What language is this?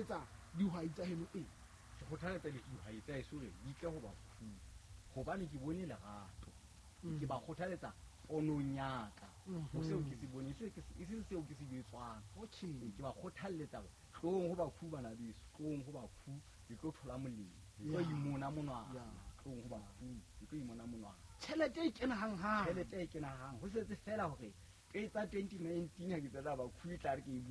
Southern Sotho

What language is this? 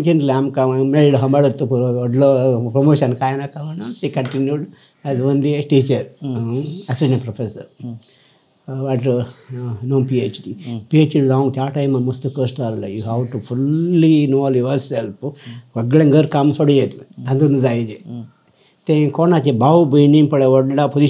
Konkani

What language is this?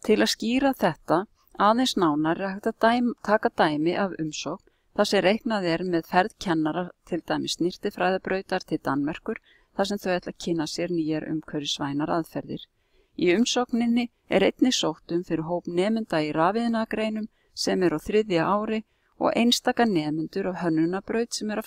Icelandic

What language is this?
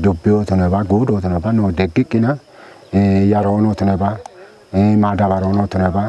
Kafa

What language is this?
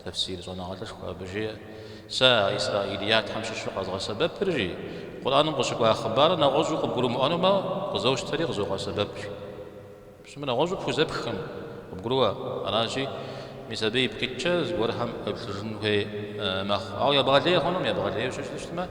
Kabardian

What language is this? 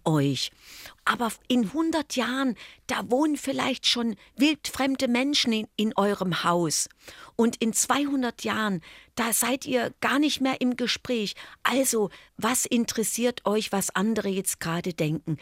German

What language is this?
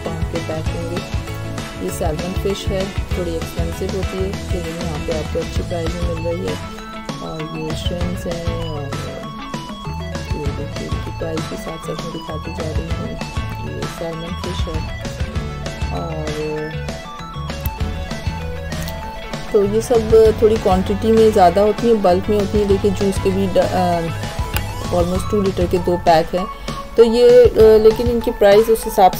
Hindi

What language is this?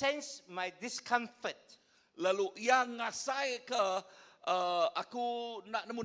Iban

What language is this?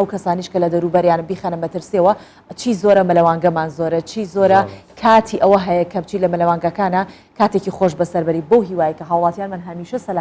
Central Kurdish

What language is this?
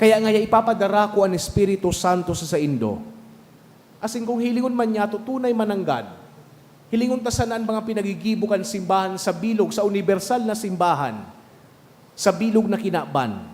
Bikol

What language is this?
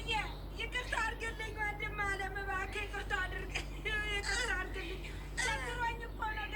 Amharic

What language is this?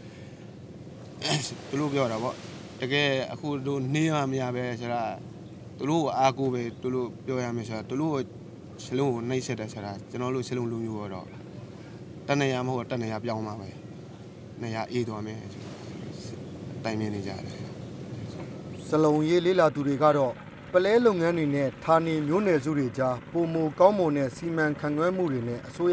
Burmese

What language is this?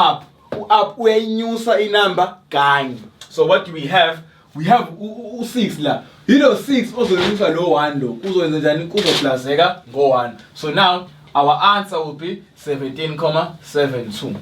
Zulu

